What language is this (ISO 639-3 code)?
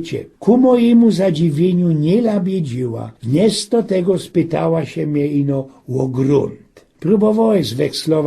szl